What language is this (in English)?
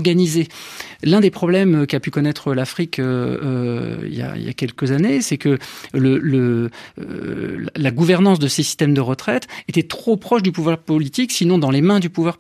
French